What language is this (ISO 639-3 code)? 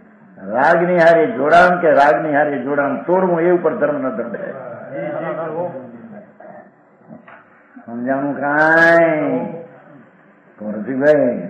guj